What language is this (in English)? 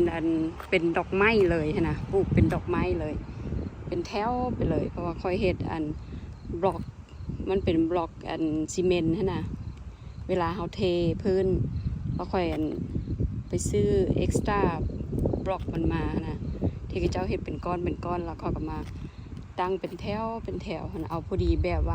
Lao